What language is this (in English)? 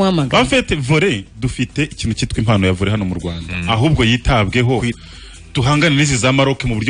Kinyarwanda